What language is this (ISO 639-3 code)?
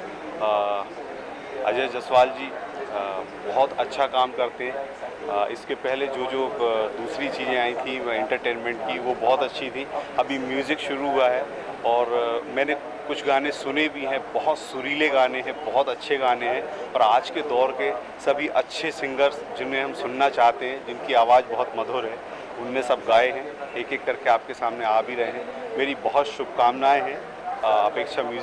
hin